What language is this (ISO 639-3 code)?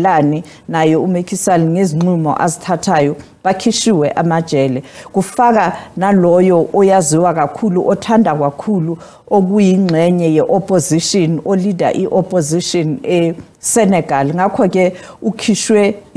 zul